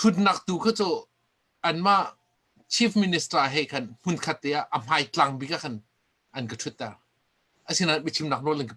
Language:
Hakha Chin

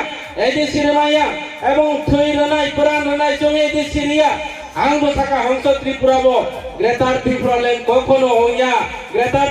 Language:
Kok Borok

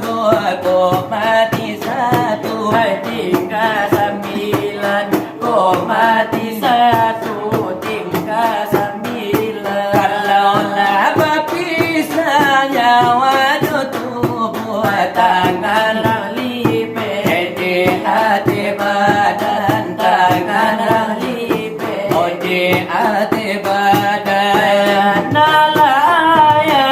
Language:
Minangkabau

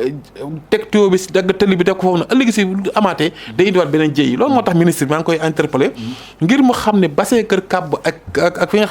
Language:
Wolof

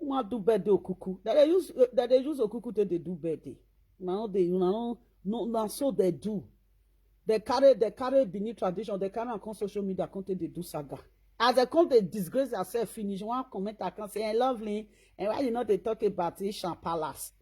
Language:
Nigerian Pidgin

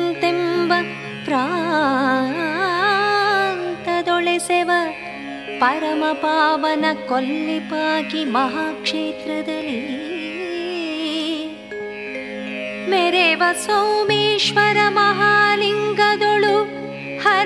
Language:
Kannada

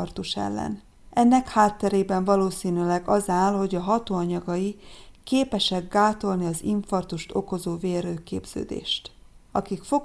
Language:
Hungarian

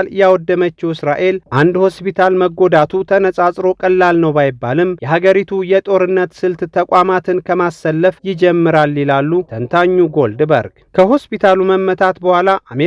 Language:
Amharic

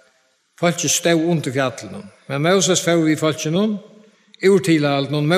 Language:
Faroese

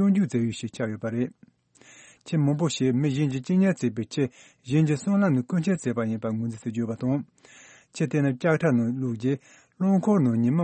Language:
Tibetan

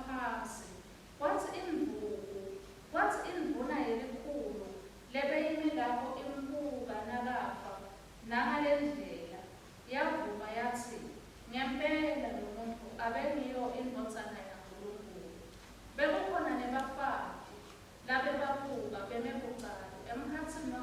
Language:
Swati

